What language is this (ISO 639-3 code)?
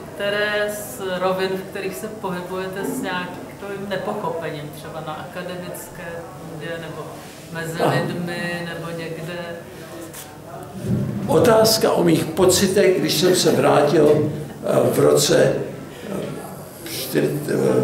ces